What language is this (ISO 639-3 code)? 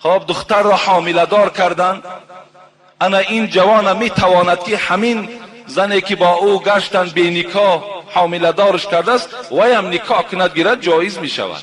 tgk